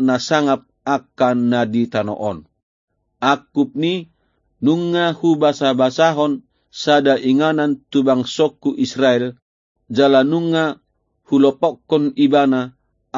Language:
Batak Toba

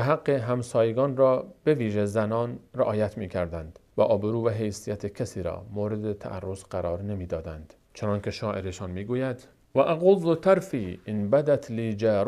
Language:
Persian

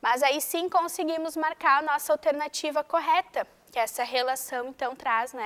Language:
Portuguese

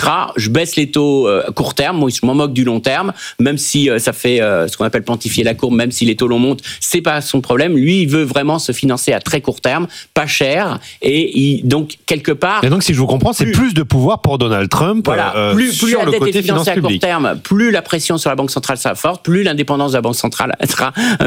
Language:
French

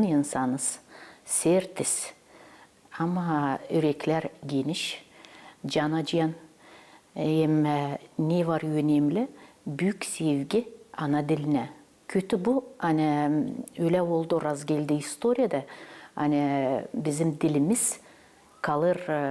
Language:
Gagauz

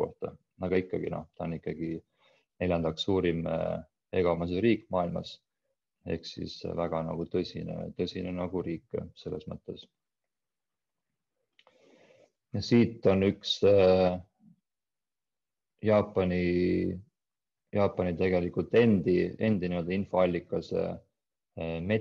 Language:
Estonian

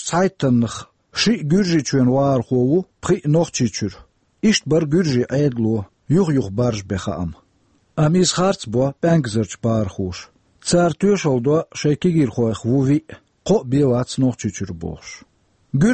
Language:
Chechen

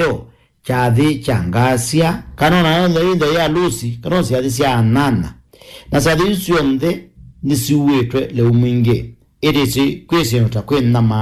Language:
Kamba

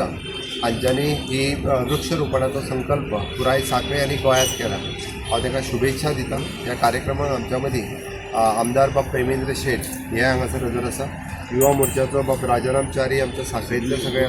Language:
Konkani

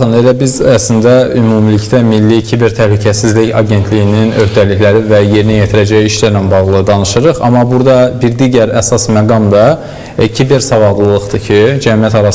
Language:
Azerbaijani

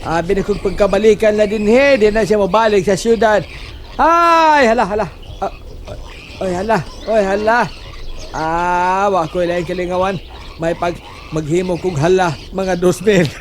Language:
Cebuano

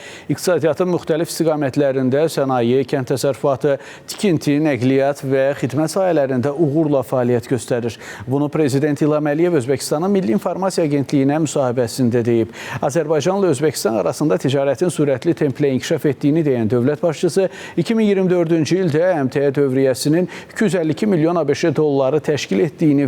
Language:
Azerbaijani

